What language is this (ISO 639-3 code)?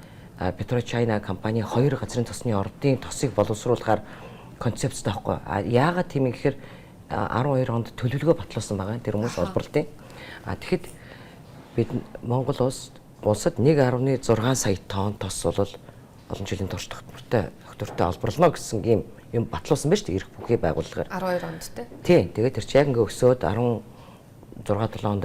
mon